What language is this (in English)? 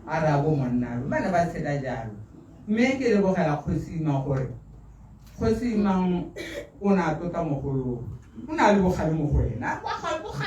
Tswana